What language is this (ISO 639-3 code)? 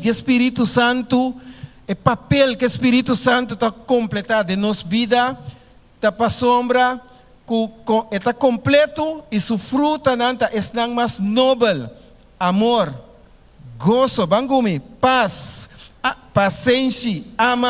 pap